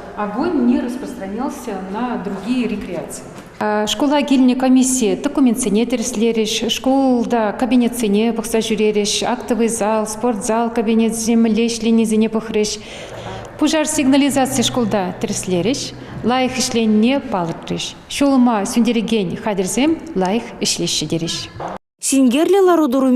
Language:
Chuvash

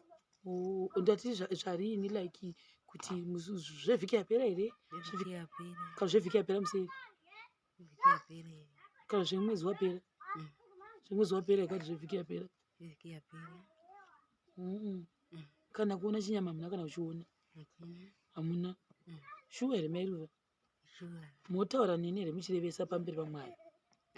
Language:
Shona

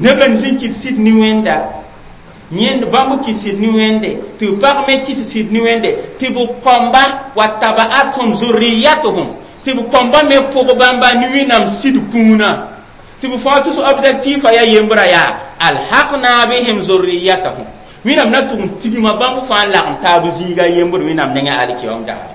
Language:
Mossi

